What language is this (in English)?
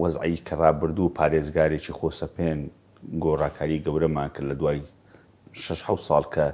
Central Kurdish